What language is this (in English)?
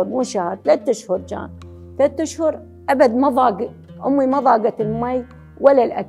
Mesopotamian Arabic